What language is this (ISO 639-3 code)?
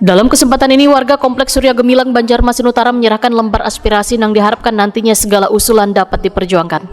bjn